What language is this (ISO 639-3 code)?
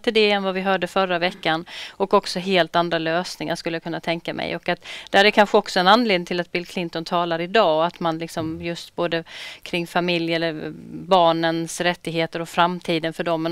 swe